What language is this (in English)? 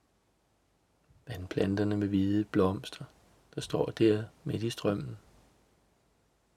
Danish